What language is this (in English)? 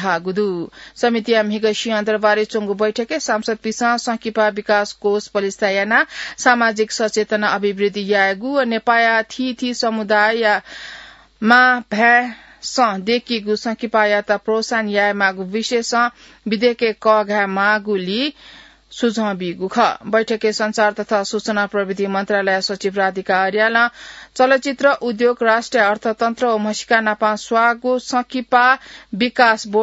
Newari